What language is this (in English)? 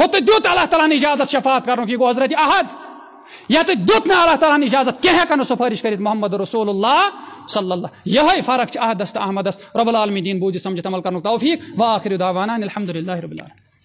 Kashmiri